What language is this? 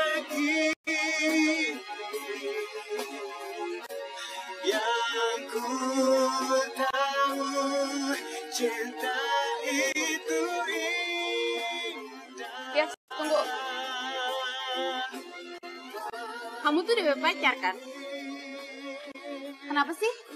Indonesian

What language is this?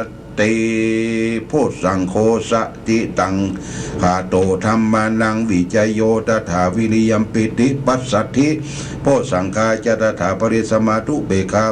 Pali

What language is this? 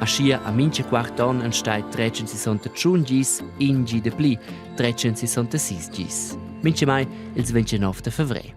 Romansh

